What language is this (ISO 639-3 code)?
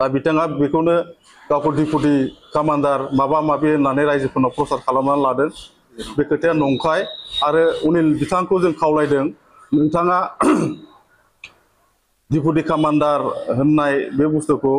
brx